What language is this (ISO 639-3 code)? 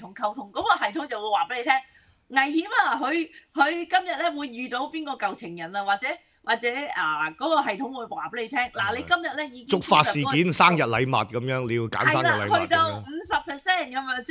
yue